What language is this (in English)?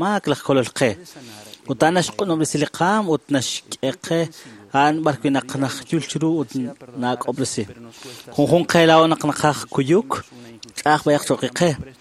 Kekchí